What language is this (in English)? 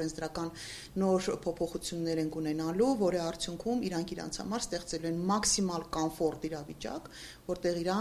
Armenian